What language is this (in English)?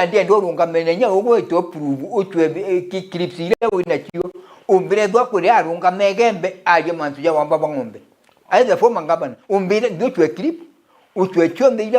Meru